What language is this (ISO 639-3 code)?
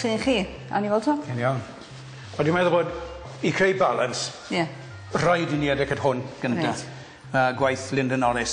cym